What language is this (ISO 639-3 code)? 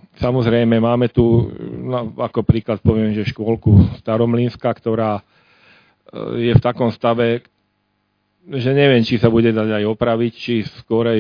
slk